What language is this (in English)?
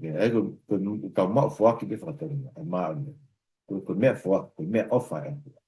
Tongan